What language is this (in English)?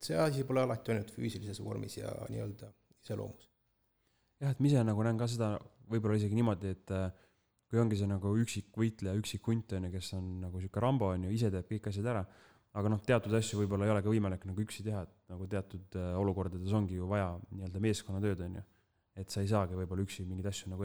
Estonian